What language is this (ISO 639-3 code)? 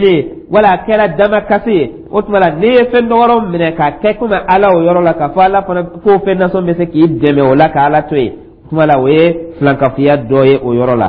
dyu